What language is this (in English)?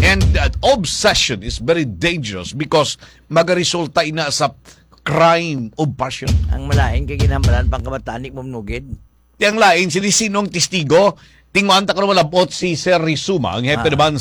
Hiligaynon